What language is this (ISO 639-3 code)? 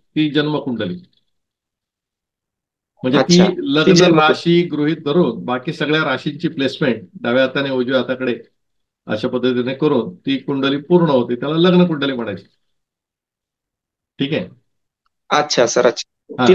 mar